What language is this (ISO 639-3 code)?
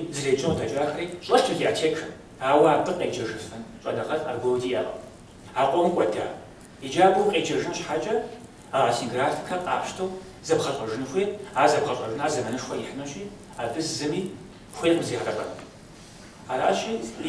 kbd